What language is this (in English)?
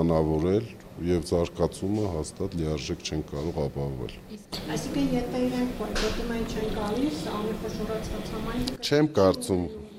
Armenian